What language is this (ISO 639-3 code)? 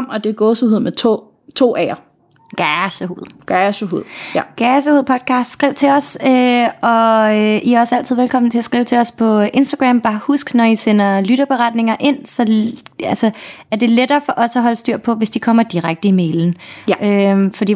dan